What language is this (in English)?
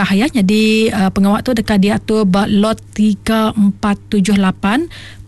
Iban